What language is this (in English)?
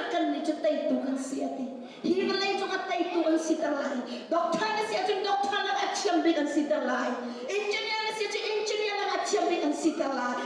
Hakha Chin